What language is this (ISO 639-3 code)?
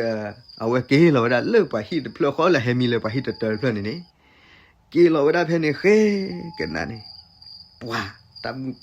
ksw